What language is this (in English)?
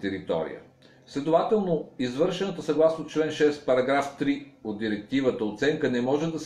Bulgarian